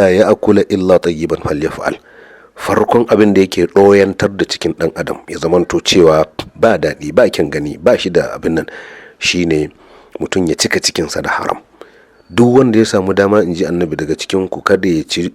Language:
Hausa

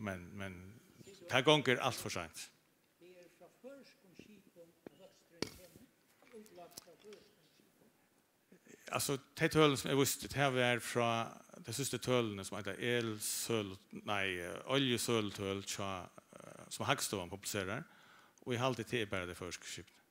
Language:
Faroese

